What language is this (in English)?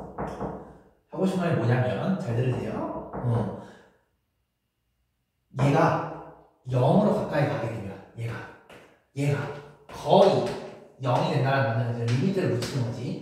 Korean